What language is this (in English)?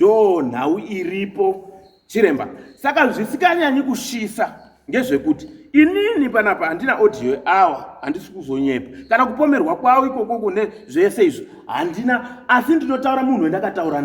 Shona